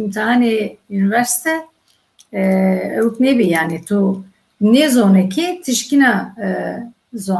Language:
Zaza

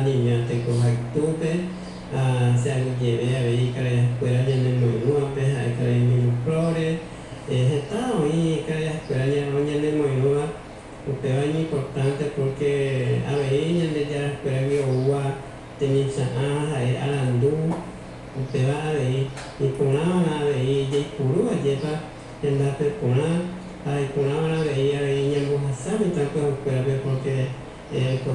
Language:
Guarani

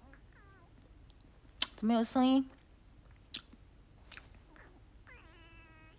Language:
Chinese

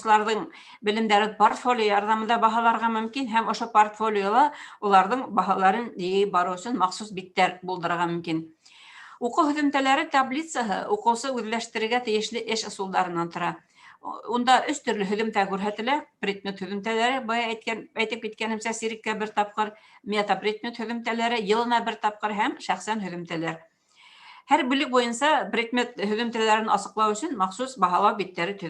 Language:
Bashkir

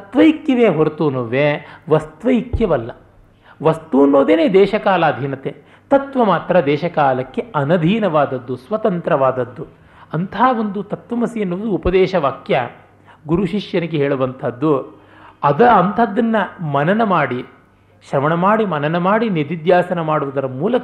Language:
Kannada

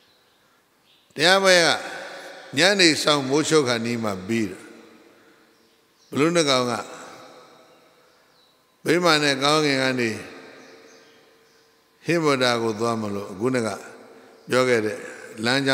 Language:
Burmese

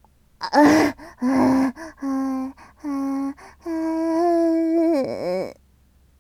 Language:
Japanese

